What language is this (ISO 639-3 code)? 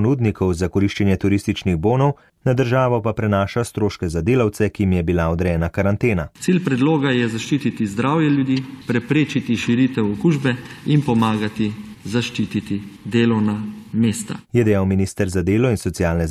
slv